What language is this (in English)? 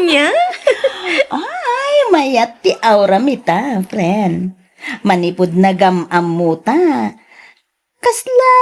Iloko